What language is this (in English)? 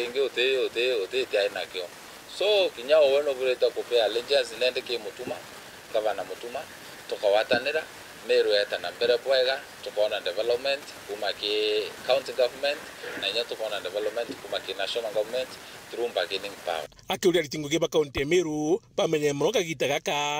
Meru